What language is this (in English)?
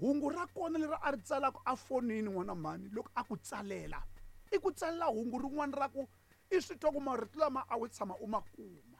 Tsonga